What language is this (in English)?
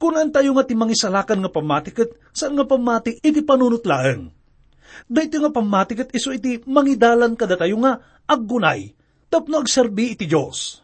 Iloko